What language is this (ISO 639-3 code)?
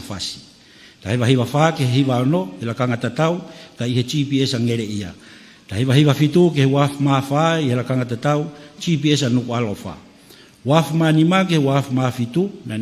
ton